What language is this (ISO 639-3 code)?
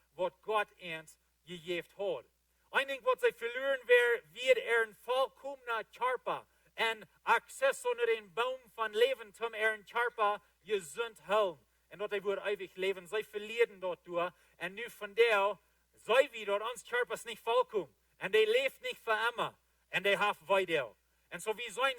pdt